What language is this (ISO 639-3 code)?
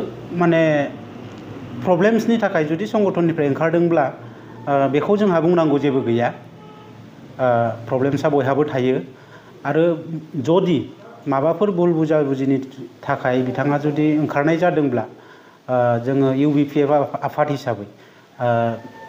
brx